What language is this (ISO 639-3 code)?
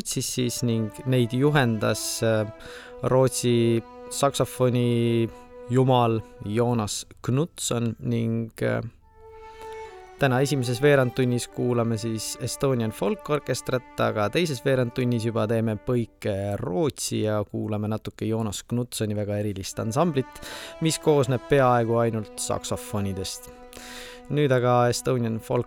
est